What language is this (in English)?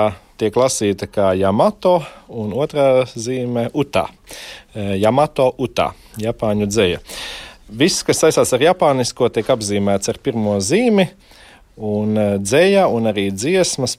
Latvian